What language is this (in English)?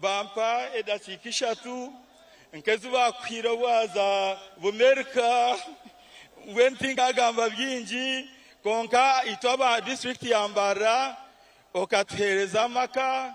Nyankole